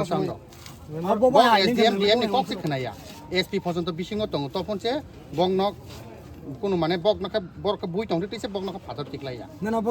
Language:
Kok Borok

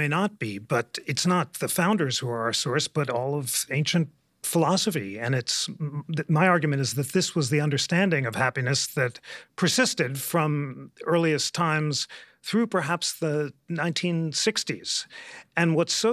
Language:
English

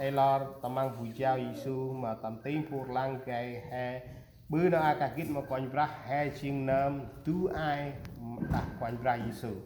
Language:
Central Mnong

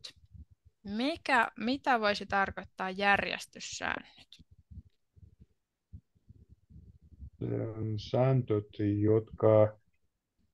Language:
Finnish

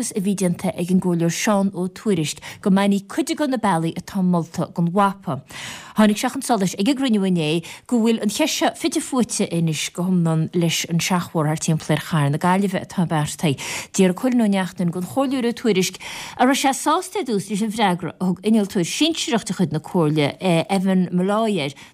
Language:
Irish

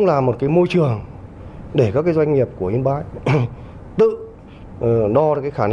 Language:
Vietnamese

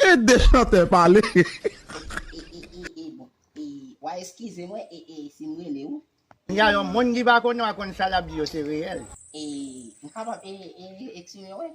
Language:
Haitian Creole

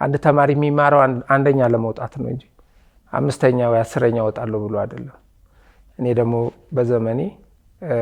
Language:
Amharic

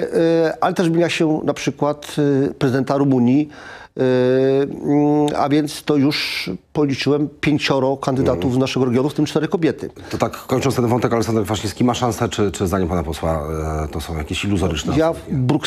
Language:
Polish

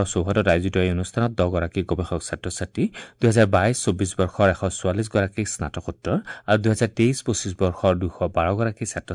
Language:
Assamese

